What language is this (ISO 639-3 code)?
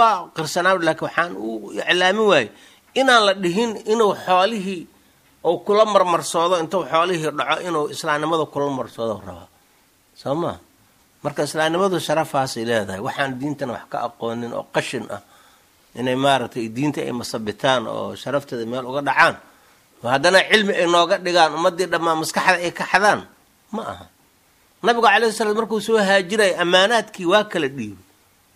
som